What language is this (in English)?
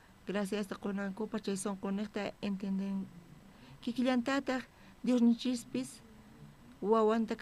South Bolivian Quechua